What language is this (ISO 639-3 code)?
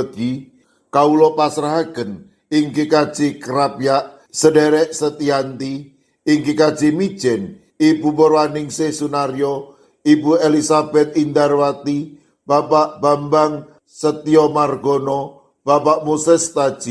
jav